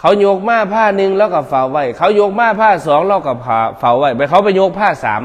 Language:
Northeastern Thai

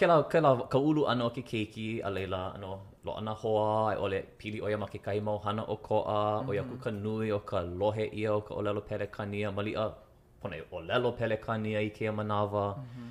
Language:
Hawaiian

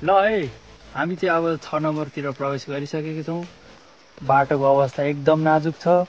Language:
Nepali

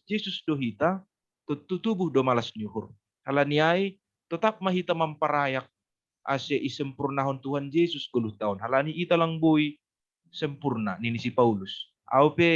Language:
Batak Simalungun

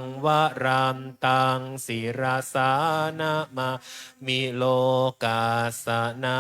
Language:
Pali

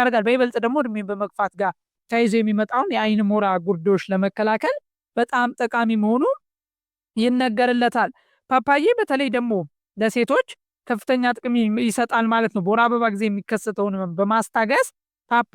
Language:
Amharic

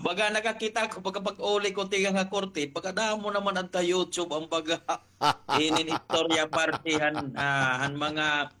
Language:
Waray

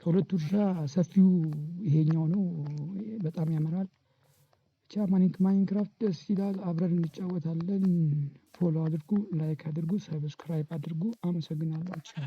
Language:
Amharic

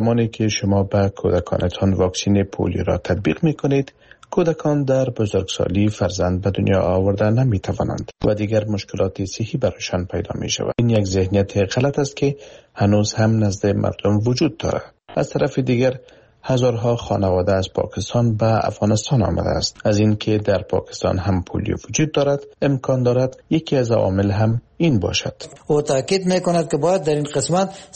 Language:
Persian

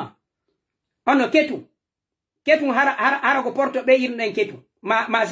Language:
Pular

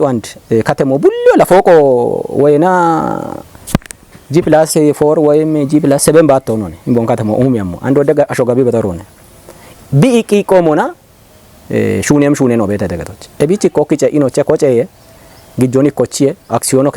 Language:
Kafa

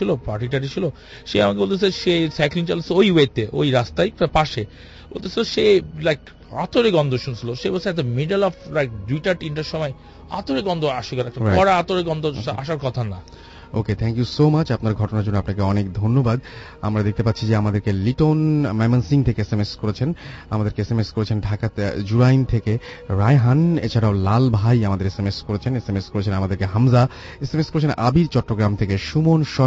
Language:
Bangla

